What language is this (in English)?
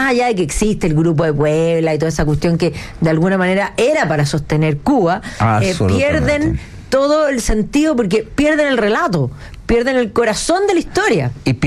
Spanish